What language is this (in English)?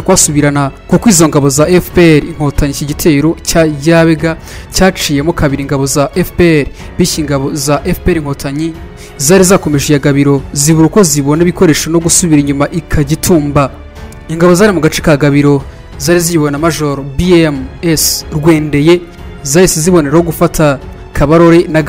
Kinyarwanda